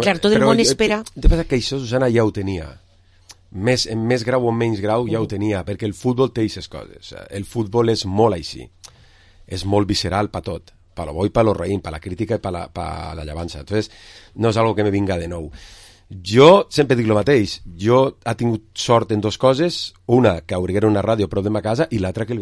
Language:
Catalan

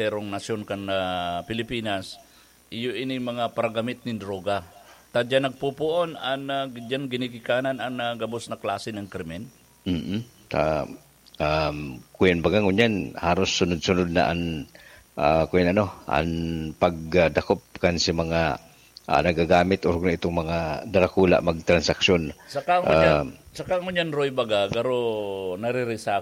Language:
Bikol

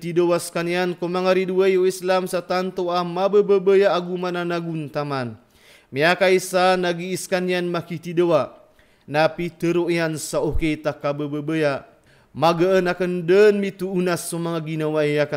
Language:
Maranao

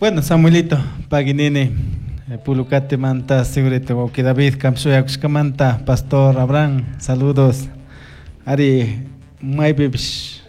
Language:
Chimborazo Highland Quichua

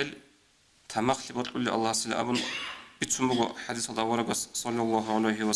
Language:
Avaric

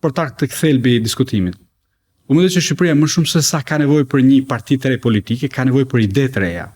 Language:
Albanian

